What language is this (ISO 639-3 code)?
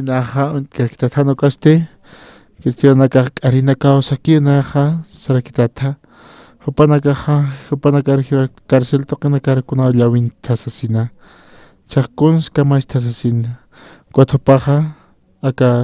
aym